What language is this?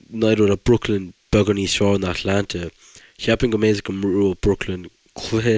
Irish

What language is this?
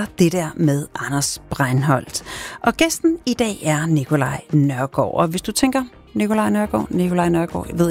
Danish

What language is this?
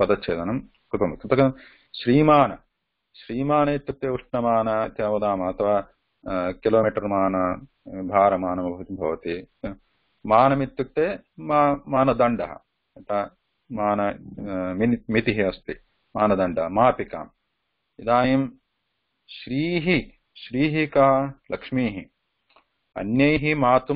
Sanskrit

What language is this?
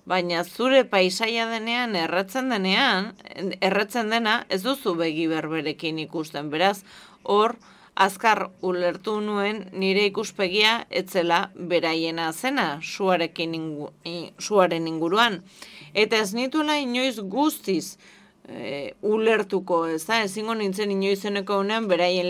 Basque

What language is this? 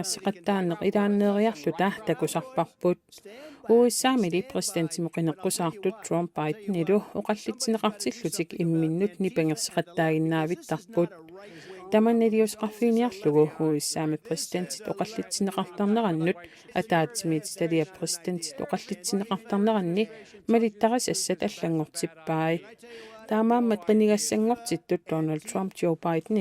Kalaallisut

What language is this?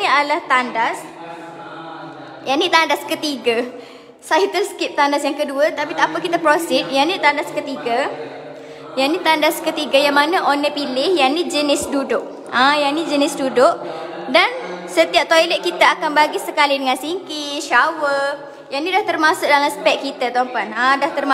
Malay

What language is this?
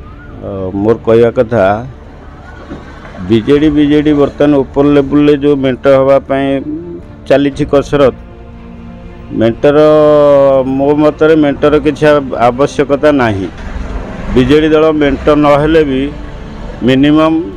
Odia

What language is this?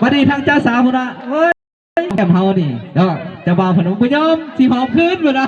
Lao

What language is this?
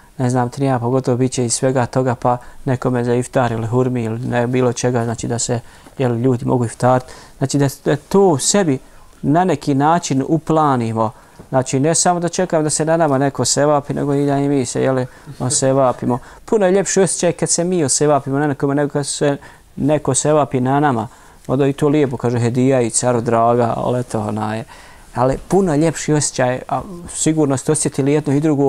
Bosnian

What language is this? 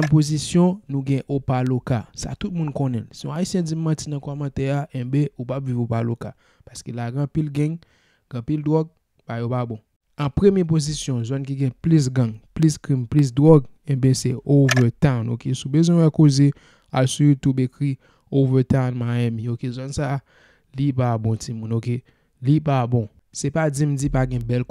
Haitian Creole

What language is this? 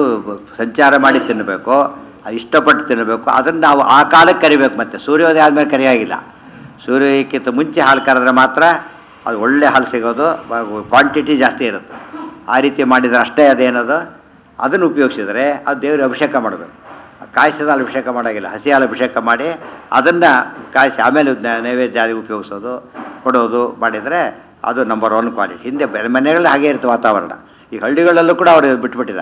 Kannada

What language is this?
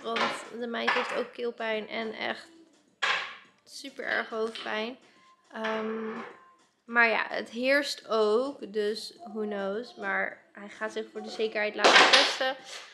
Dutch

